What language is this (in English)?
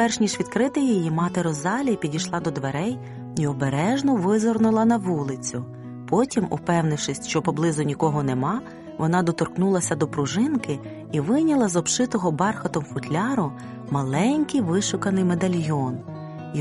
Ukrainian